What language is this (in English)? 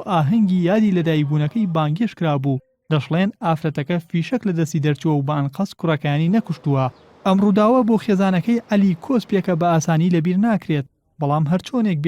Central Kurdish